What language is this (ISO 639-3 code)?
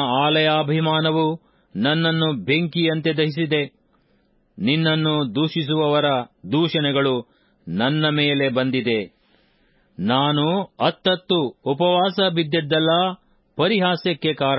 kan